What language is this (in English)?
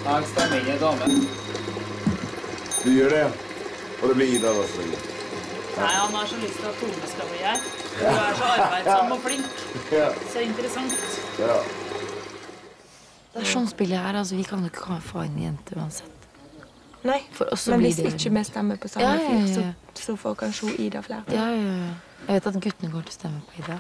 Norwegian